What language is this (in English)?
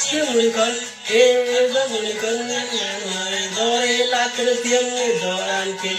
Nuer